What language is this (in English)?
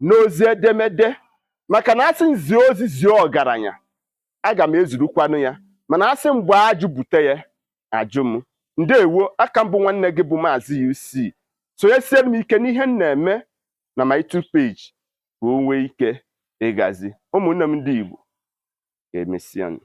Igbo